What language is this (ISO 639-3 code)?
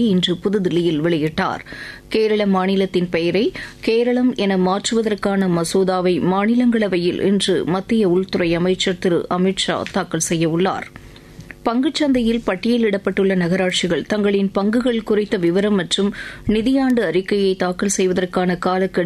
tam